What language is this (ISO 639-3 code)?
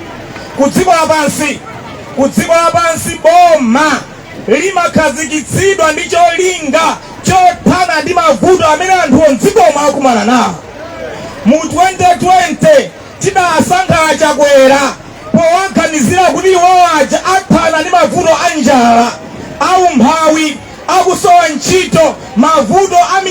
nya